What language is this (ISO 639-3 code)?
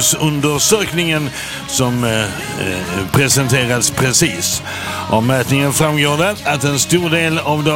swe